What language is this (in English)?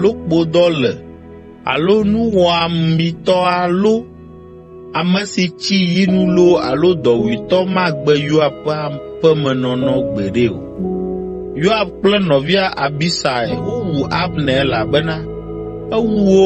Ewe